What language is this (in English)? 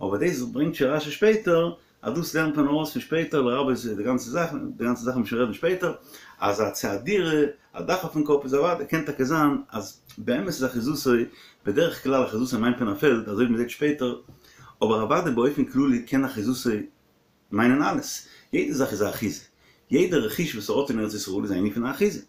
Yiddish